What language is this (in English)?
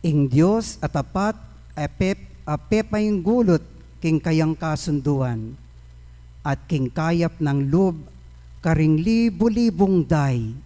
Pampanga